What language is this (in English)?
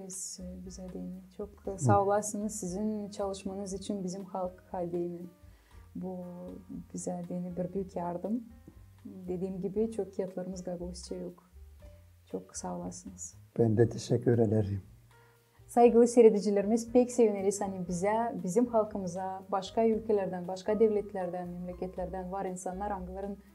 Gagauz